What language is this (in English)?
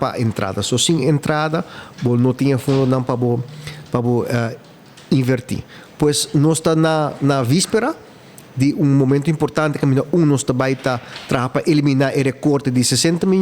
Papiamento